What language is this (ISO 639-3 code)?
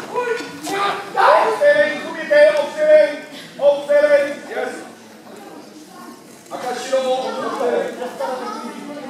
nor